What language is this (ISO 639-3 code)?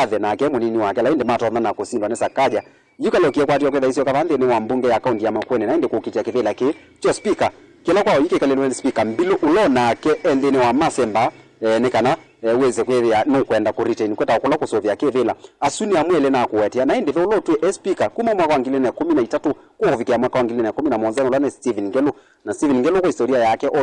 kam